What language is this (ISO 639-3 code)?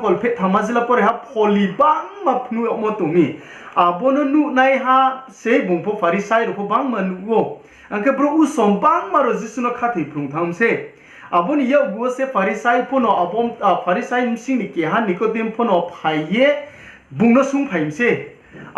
ria